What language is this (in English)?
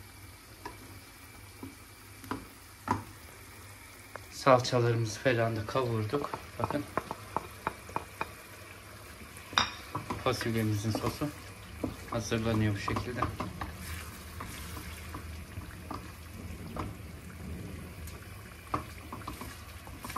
Turkish